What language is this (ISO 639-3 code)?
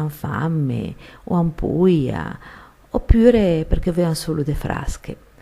lij